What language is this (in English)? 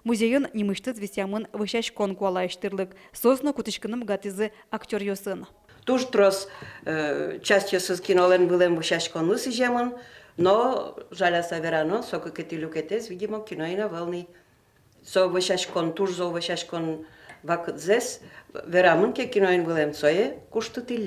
Udmurt